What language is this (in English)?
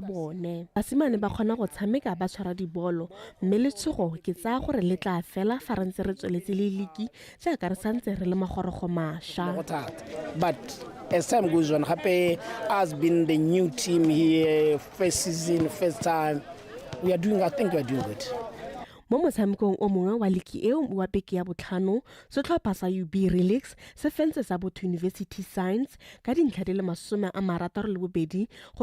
Tswana